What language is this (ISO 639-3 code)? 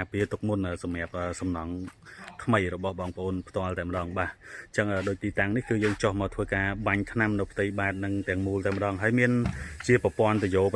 khm